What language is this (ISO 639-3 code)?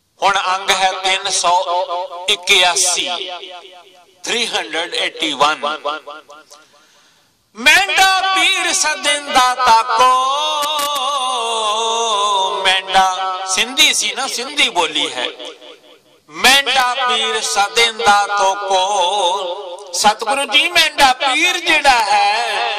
pan